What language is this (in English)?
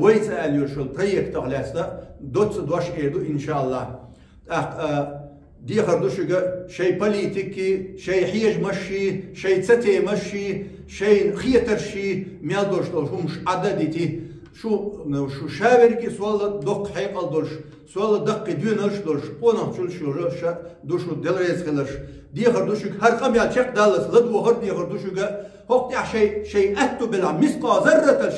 Chechen